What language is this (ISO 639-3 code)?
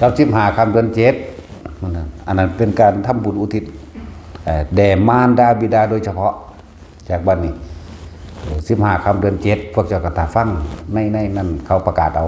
tts